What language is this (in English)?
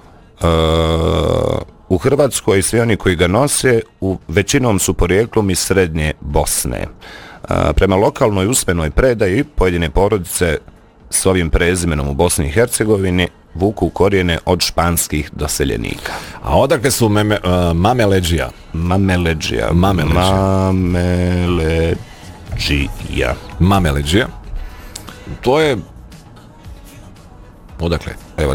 Bosnian